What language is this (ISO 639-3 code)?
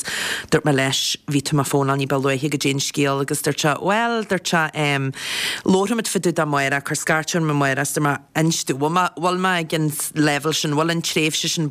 gle